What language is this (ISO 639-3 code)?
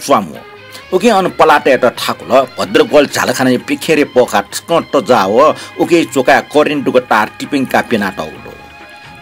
new